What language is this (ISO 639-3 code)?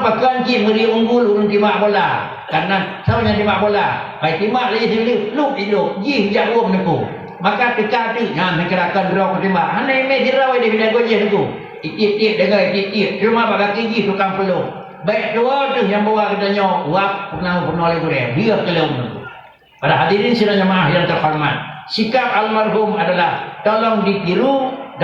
ace